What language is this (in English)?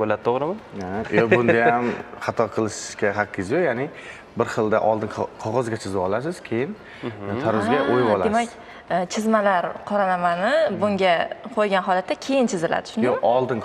Uzbek